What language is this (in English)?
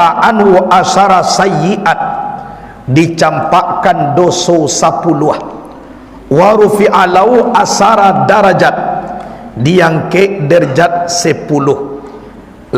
Minangkabau